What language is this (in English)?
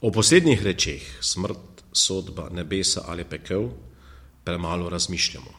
Slovenian